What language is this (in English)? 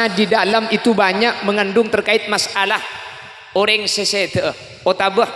Madurese